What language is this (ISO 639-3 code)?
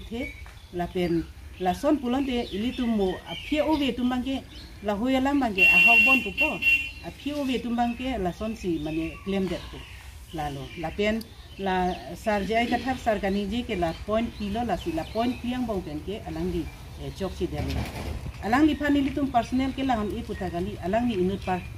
mjw